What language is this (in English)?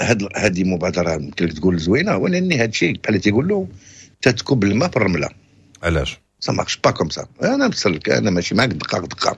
Moroccan Arabic